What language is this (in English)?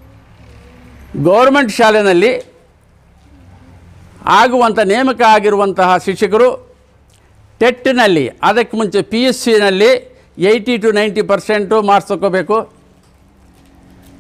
Kannada